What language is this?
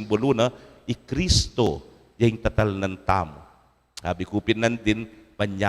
Pampanga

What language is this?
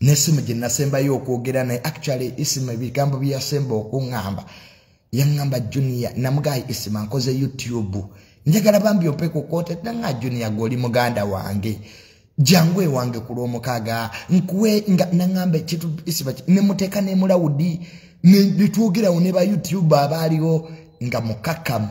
Ganda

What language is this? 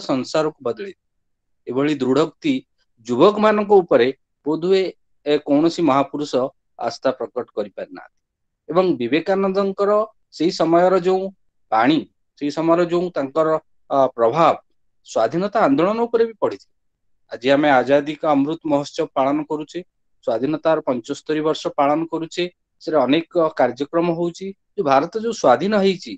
Odia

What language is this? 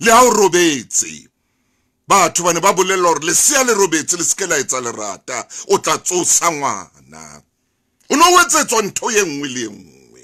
Southern Sotho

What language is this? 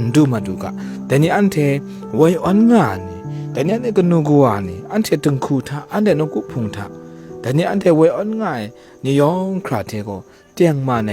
Kachin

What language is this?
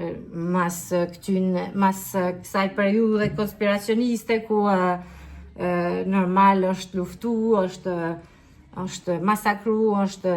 Albanian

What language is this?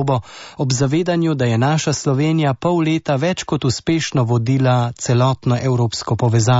Slovenian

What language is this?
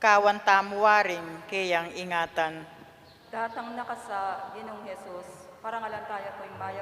Pampanga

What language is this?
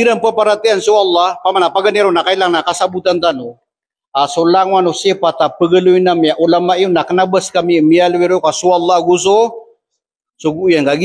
Maranao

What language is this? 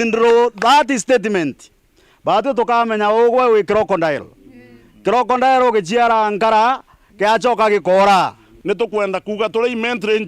Meru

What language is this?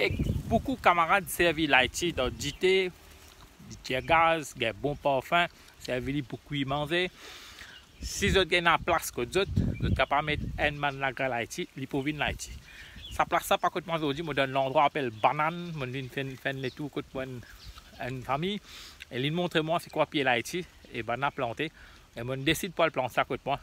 Morisyen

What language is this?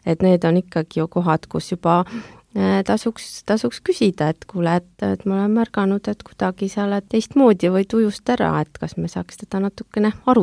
Estonian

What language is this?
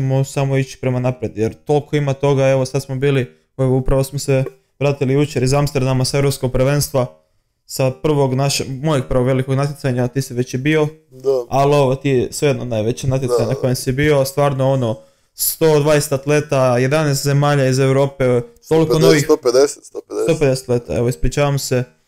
Croatian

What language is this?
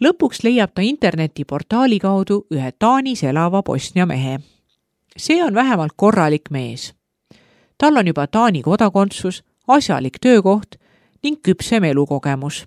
Estonian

